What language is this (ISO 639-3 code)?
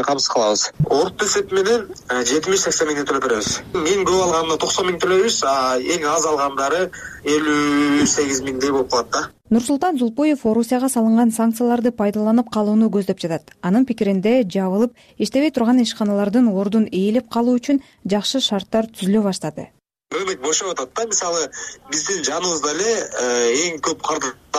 kir